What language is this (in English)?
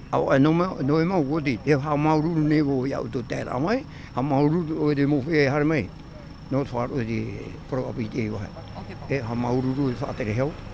Tahitian